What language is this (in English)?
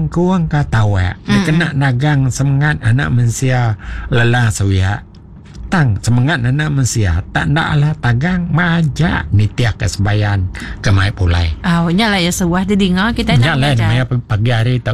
Iban